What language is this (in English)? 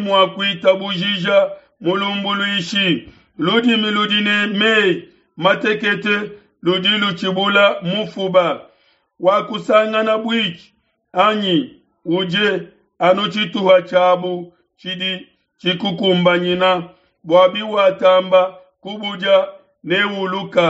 Luba-Lulua